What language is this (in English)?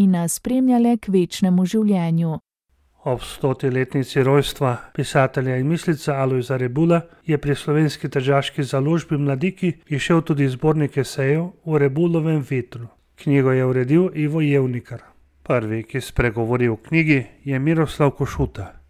Slovenian